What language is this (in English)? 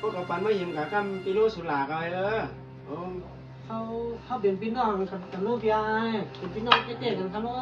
Shan